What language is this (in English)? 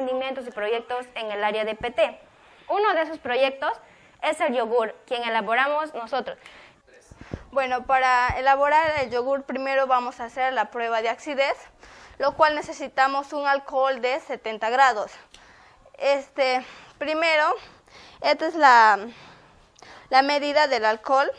Spanish